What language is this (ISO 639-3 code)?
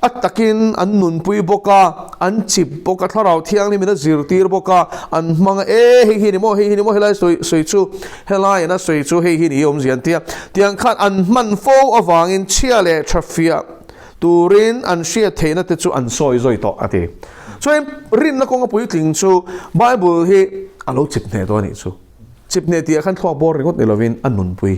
lus